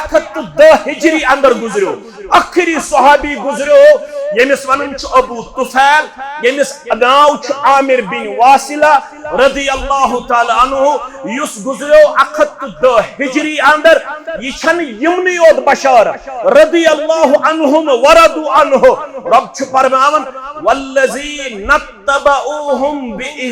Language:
Kashmiri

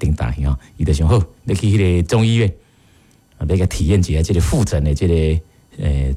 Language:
Min Nan Chinese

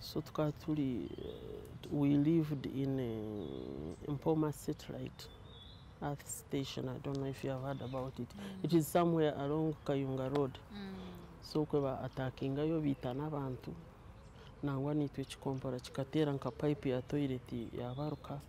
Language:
Nyankole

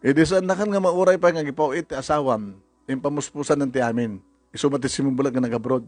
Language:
Iloko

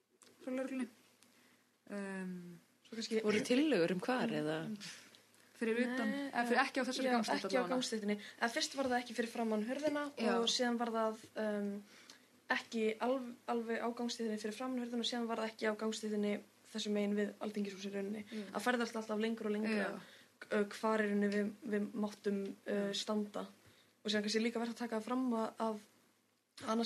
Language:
Icelandic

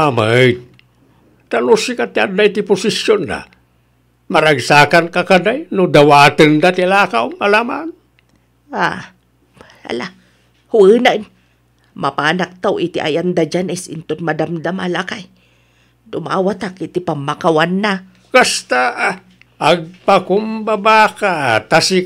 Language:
Iloko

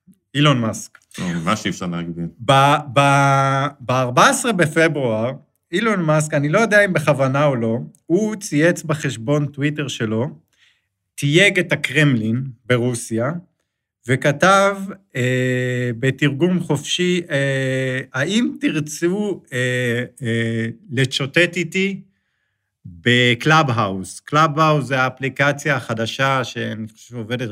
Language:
Hebrew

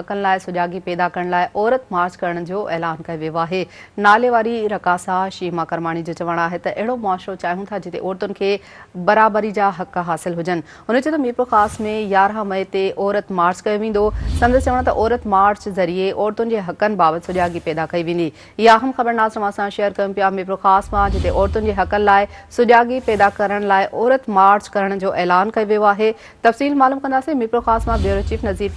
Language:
Sindhi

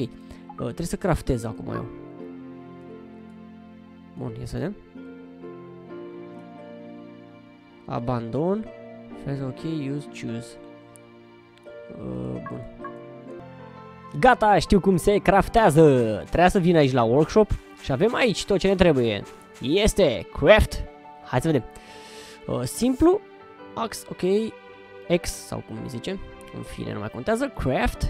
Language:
Romanian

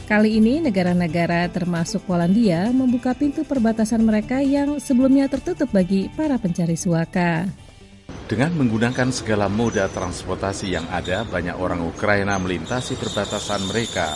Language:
Indonesian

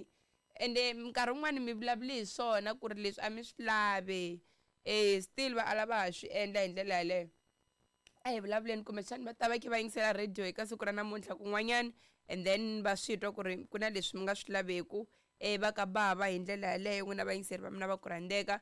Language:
Tsonga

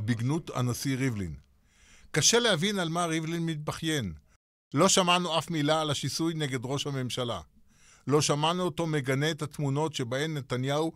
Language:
Hebrew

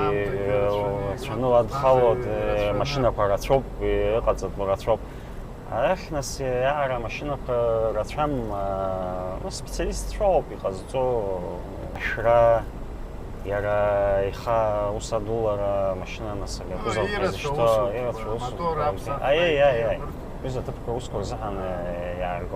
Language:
Abkhazian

